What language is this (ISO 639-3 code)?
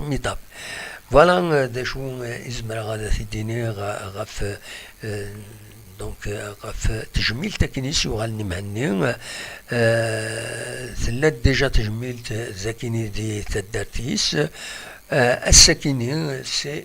kab